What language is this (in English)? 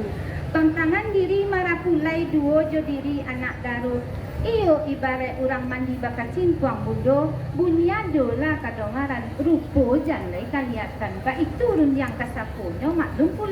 Minangkabau